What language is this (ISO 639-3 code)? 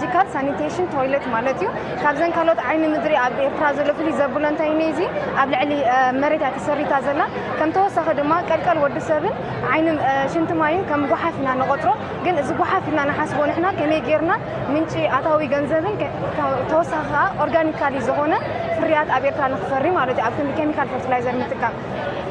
tir